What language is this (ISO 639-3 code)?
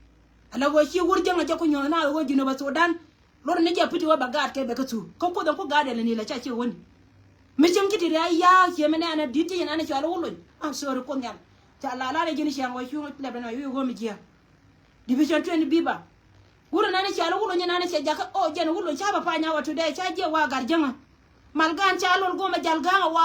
nus